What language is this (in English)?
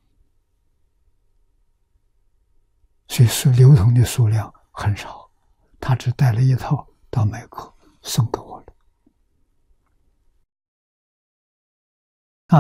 Chinese